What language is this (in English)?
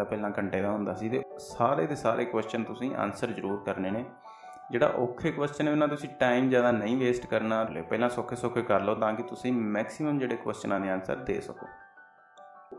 Punjabi